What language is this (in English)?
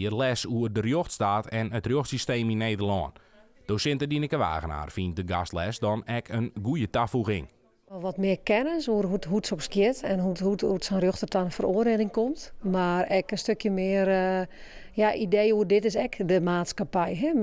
Western Frisian